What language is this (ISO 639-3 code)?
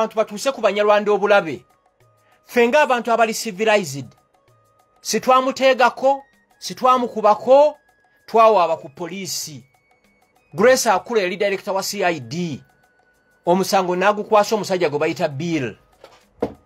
lug